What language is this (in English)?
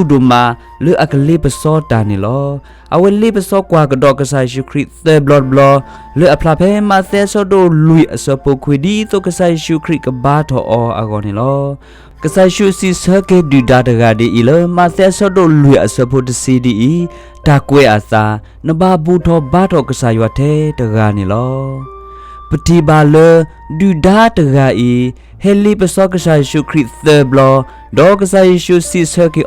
S'gaw Karen